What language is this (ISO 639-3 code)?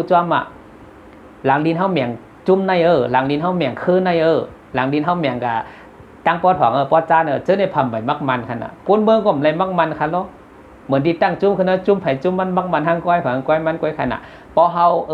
shn